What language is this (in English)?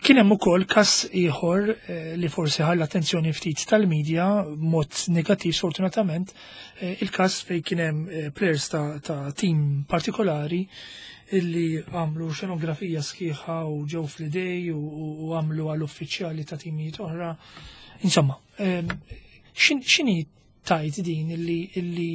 Maltese